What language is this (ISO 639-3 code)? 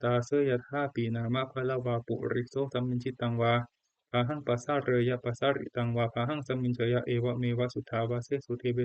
pli